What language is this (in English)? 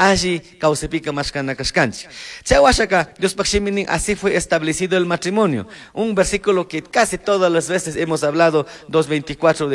Chimborazo Highland Quichua